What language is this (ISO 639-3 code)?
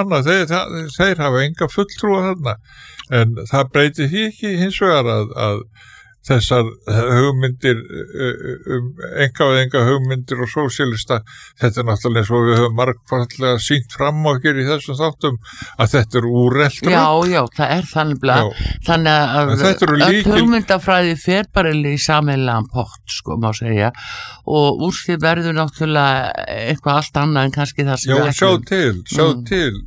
isl